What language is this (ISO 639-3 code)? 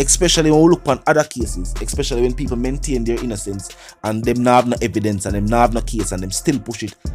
jam